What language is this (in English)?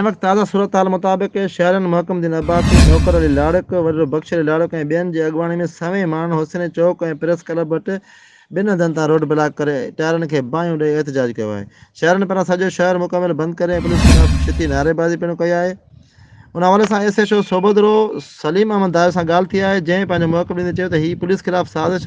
Sindhi